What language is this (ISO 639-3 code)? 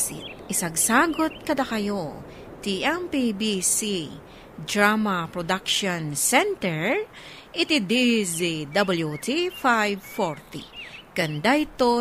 ilo